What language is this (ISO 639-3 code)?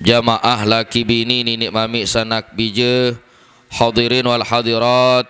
sas